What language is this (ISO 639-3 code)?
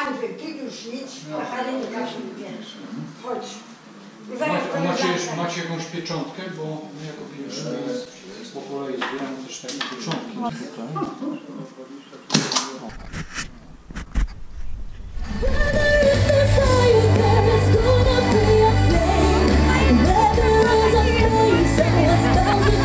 pol